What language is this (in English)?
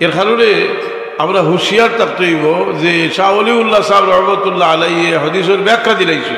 Sylheti